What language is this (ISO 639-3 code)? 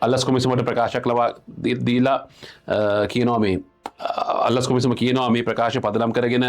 sin